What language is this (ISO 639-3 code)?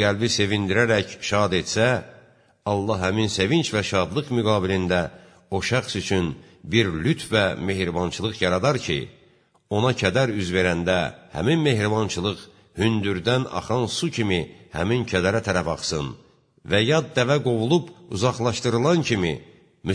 aze